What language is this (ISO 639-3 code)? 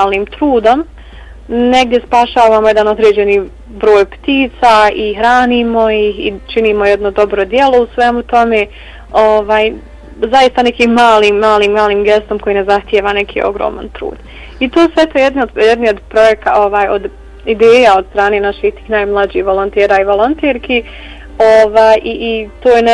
bos